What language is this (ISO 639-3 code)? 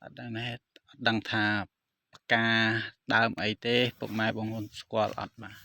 khm